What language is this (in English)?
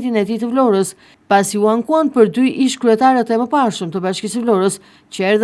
Albanian